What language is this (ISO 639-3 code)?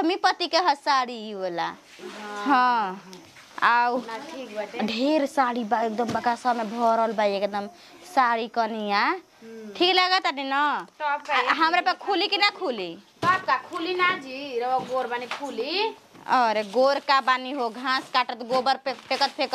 bho